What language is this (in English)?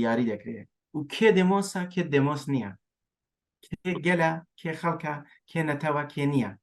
Kurdish